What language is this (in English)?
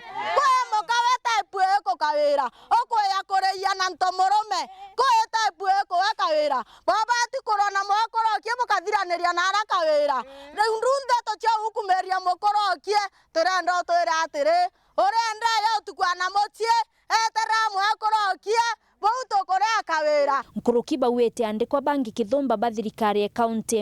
Meru